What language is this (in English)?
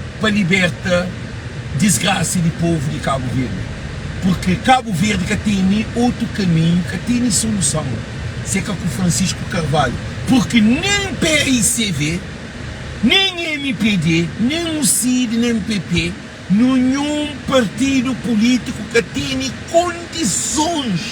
Kabuverdianu